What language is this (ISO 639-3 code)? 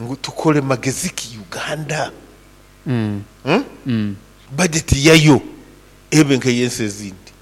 nyo